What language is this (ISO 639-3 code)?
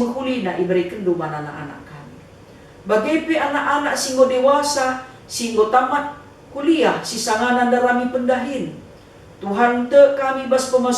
btx